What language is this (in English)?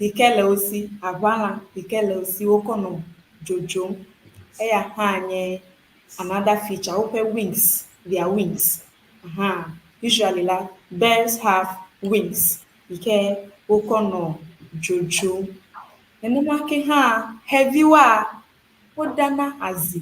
Ewe